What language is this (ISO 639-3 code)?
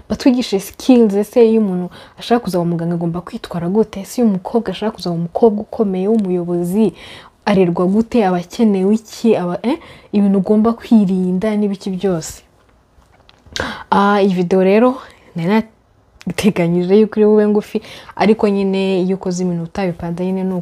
kin